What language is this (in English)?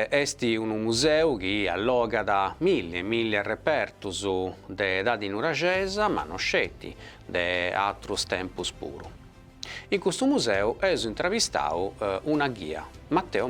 Sardinian